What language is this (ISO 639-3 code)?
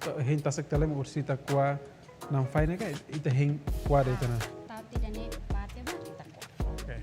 tet